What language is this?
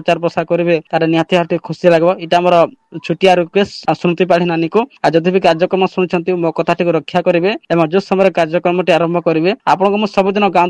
Odia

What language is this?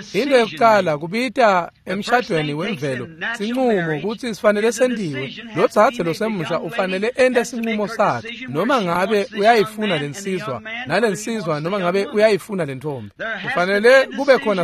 Swati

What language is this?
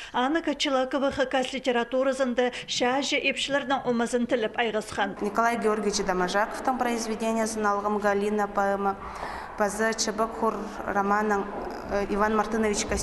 Khakas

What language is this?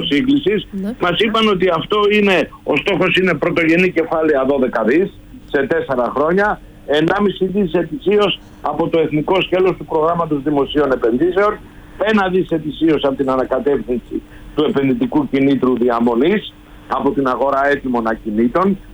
Greek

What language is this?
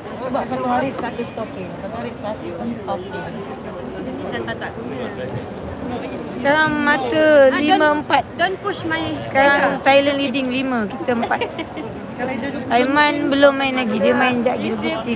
Malay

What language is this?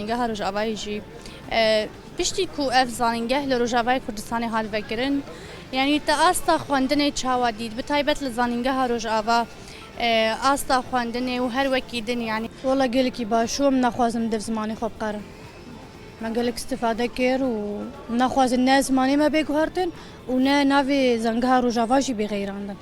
Kurdish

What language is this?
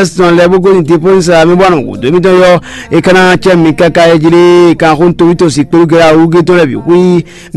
Fon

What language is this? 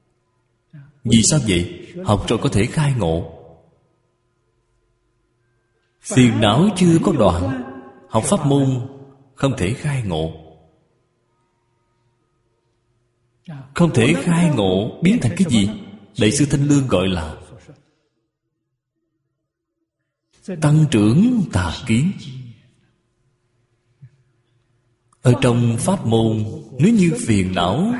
Vietnamese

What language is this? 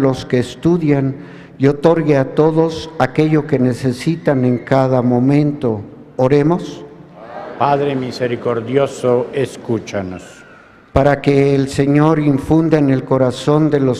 Spanish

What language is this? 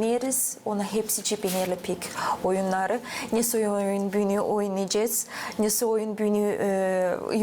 Gagauz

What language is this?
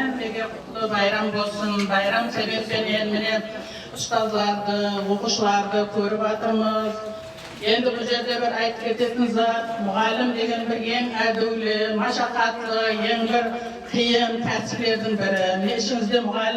Kara-Kalpak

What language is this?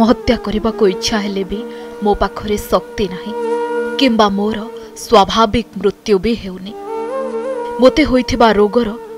Odia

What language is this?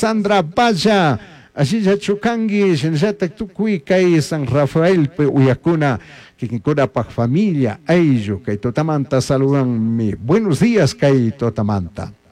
Chimborazo Highland Quichua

